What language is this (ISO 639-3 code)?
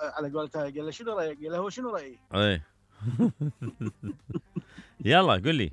acm